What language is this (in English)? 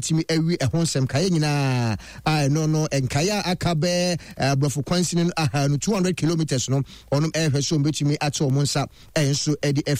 Akan